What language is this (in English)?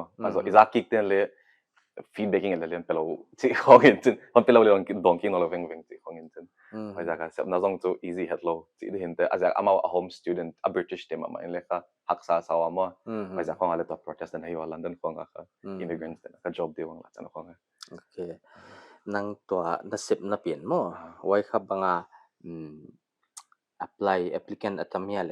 Paite Chin